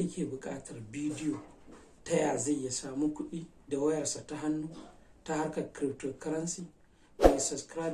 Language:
Hausa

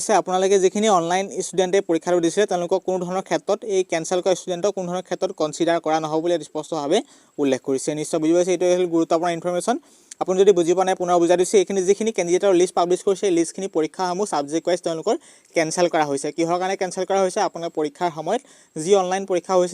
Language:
Assamese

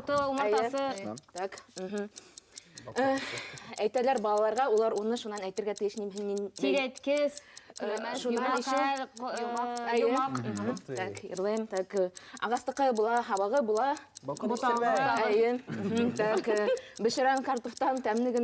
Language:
Bashkir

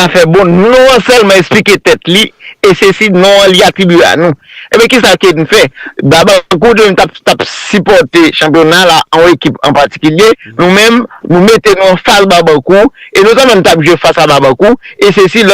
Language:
Haitian Creole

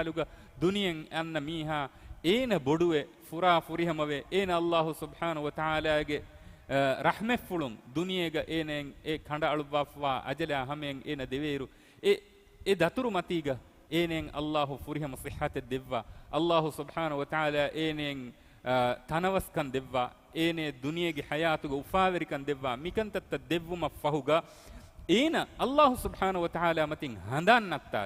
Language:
Divehi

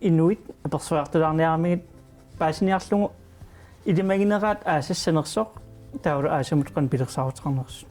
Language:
Kalaallisut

